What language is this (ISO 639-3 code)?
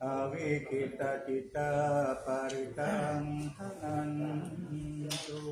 pli